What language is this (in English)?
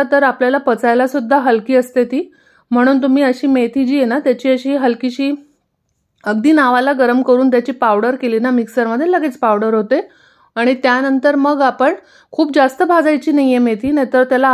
Marathi